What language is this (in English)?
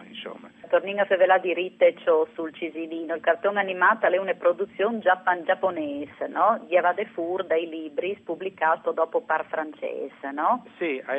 Friulian